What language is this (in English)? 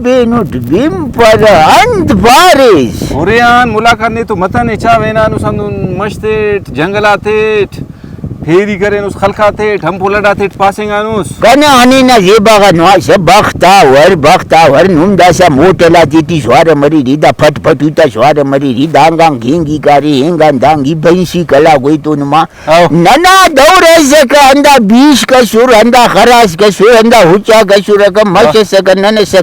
Brahui